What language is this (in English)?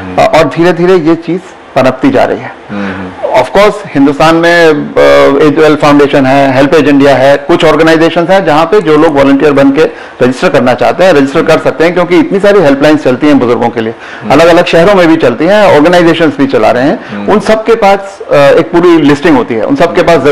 Hindi